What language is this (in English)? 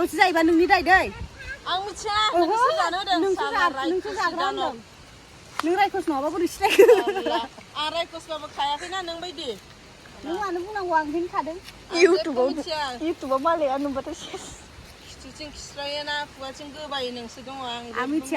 Bodo